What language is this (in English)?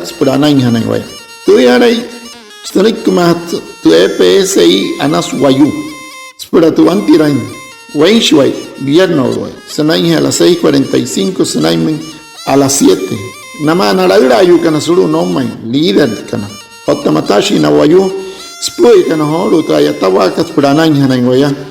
Wayuu